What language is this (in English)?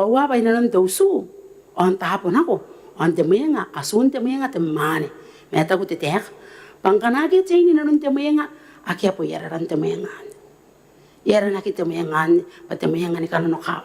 Gilbertese